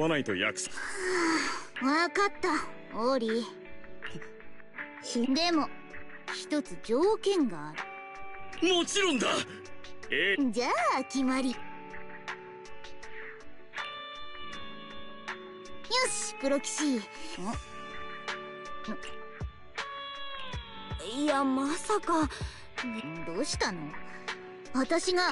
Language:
Japanese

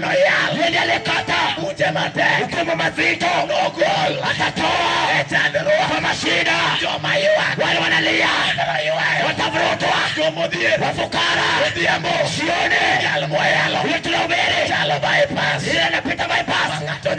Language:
Luo (Kenya and Tanzania)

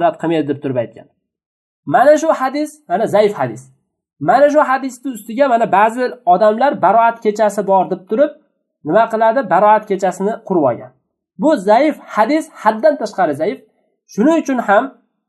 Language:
Uzbek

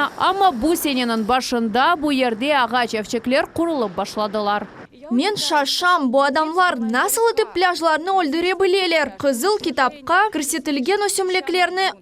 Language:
Crimean Tatar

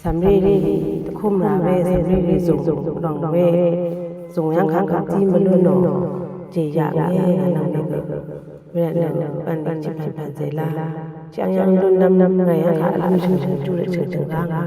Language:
Rawang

